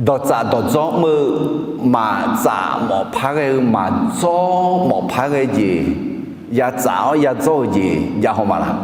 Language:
Akha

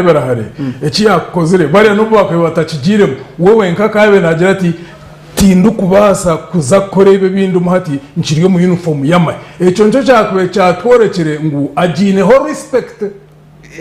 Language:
Nyankole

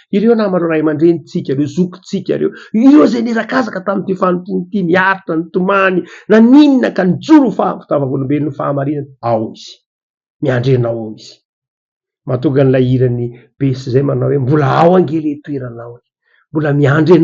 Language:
Malagasy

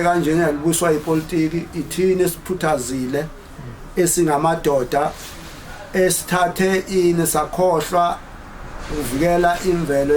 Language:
Zulu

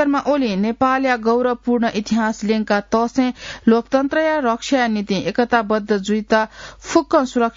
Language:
Newari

